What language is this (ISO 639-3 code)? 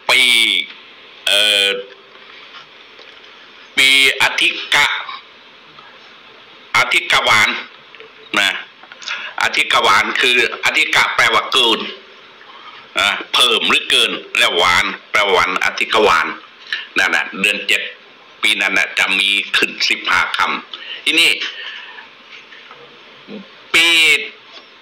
tha